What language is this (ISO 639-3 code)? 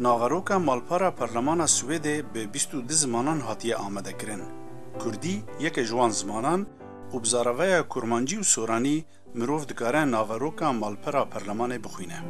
kur